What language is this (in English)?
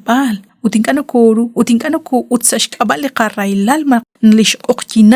Kekchí